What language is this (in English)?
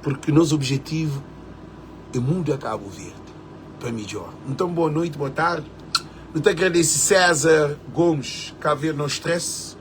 Kabuverdianu